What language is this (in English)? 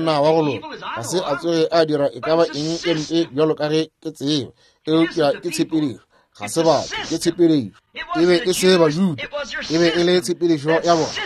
Northern Sotho